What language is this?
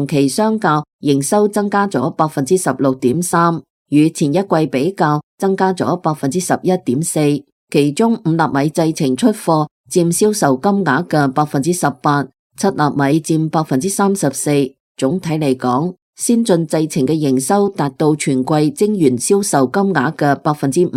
Cantonese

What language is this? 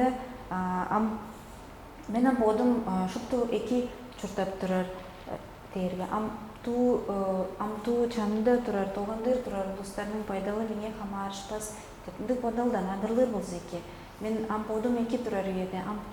Tuvinian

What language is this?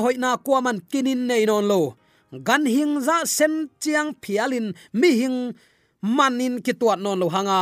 Tedim Chin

